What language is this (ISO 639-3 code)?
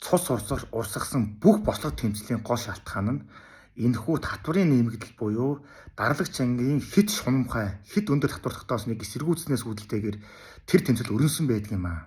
mon